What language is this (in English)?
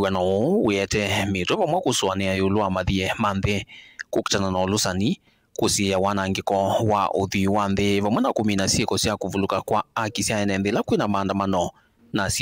Kamba